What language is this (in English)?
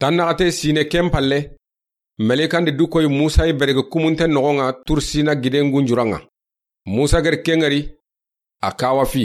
Soninke